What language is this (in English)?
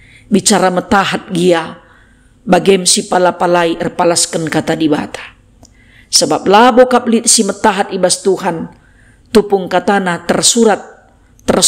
Batak Karo